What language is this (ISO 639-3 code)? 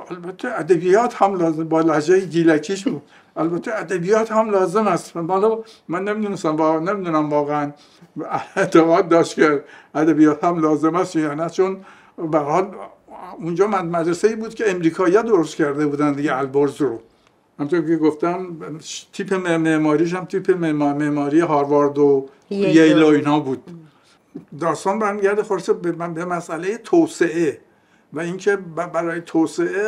fas